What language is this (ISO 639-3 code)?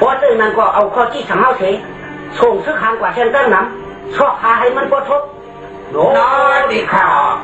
shn